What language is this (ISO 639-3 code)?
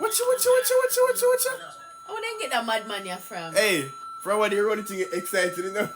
jam